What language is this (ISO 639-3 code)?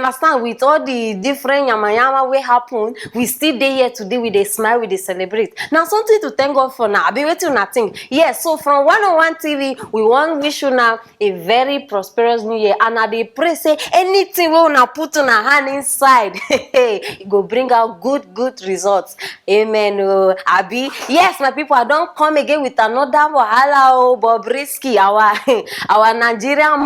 pcm